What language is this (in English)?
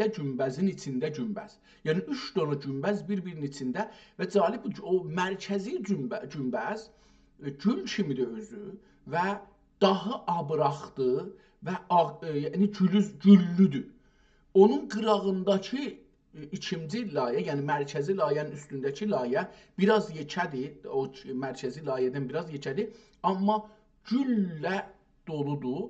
South Azerbaijani